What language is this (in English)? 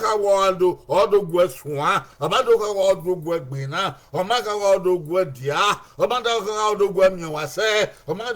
Bini